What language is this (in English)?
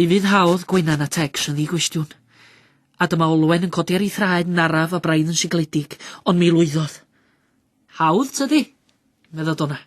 Welsh